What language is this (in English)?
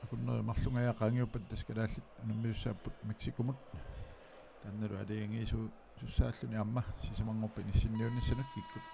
Kalaallisut